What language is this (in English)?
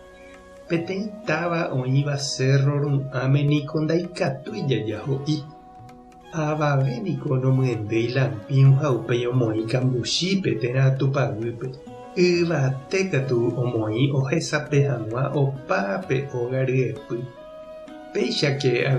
Guarani